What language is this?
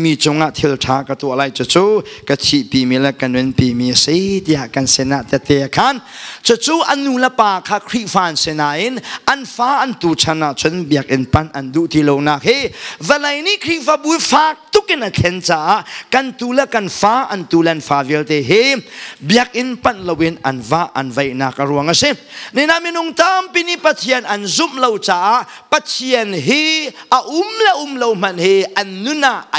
Hakha Chin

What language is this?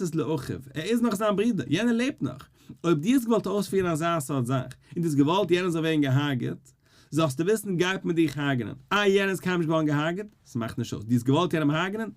Yiddish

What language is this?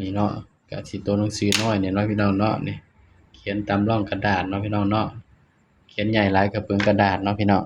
Northeastern Thai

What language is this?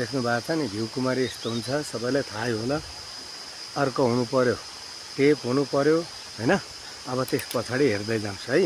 Nepali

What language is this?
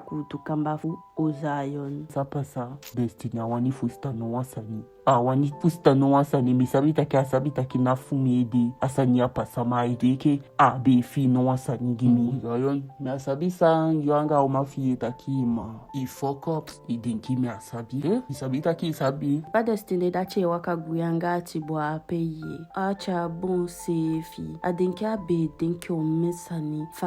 Eastern Maroon Creole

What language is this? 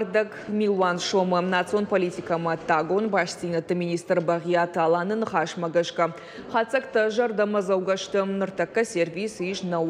Ossetic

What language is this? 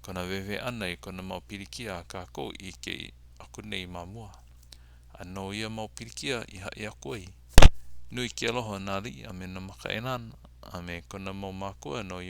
Hawaiian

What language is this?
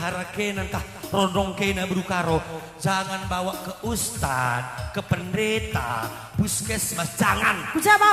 Batak Karo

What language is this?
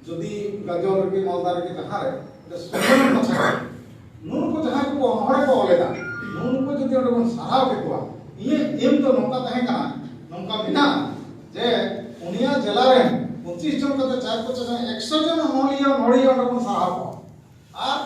Santali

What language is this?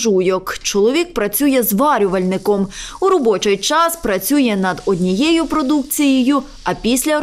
Ukrainian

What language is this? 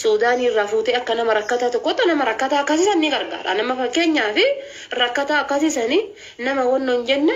Oromo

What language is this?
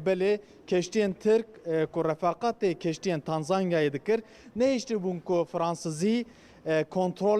Kurdish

